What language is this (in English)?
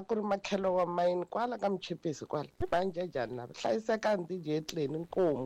Tsonga